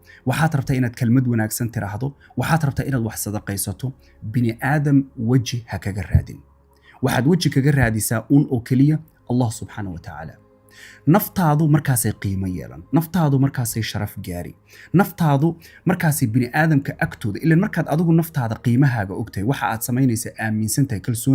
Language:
Somali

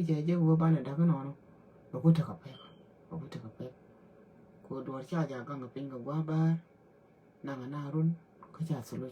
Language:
Nuer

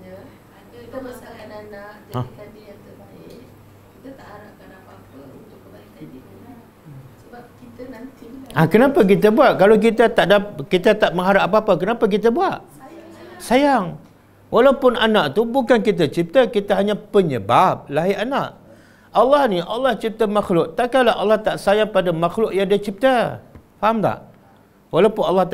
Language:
Malay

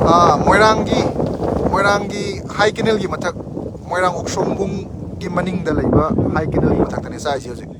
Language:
Manipuri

